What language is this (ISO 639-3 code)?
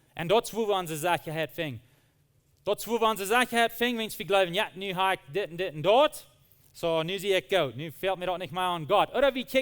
pdt